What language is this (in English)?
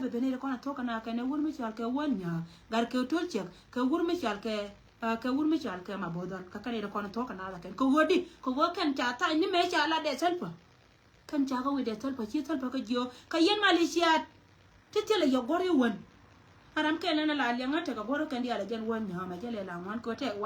Nuer